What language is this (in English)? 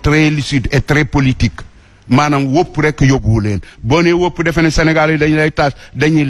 Wolof